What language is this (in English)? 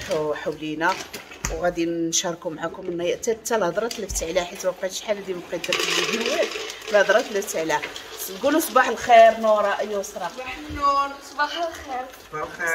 Moroccan Arabic